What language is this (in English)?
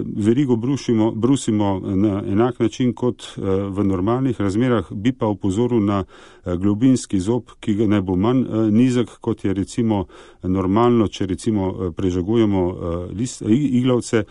Slovenian